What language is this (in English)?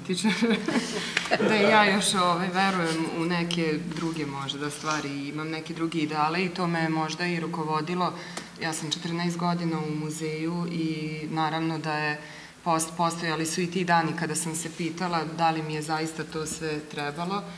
Serbian